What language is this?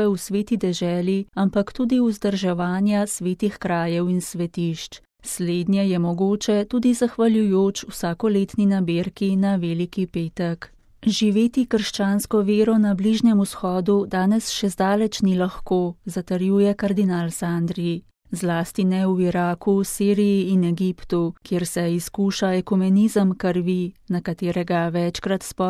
Slovenian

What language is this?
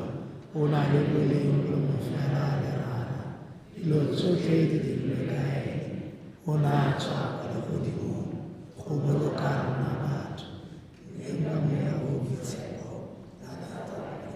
Tswana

